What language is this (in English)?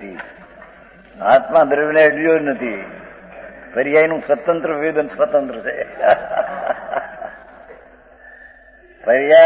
Gujarati